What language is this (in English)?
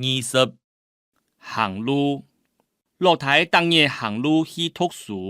Hakka Chinese